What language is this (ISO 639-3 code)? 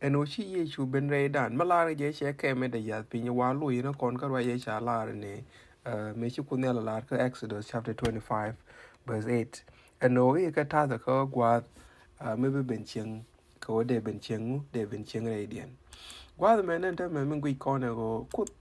nus